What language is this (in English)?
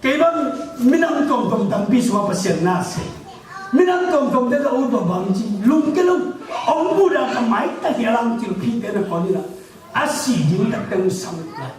Tedim Chin